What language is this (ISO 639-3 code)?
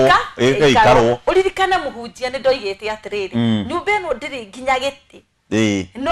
kik